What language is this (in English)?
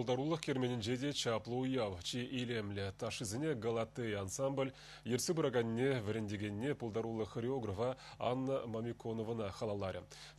Chuvash